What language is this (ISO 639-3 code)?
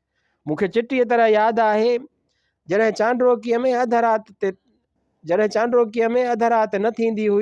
snd